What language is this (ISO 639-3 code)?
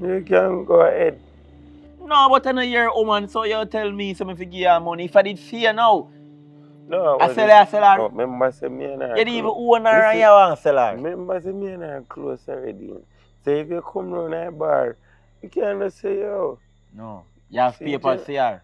jam